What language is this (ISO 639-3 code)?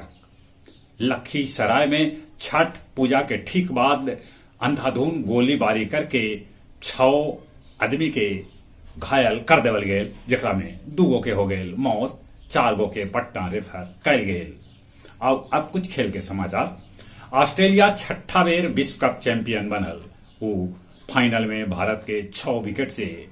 mag